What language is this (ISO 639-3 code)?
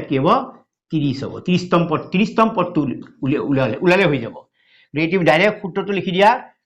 asm